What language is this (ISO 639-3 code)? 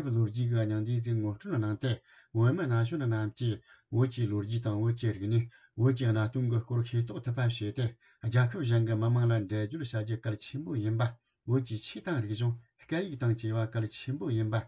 bod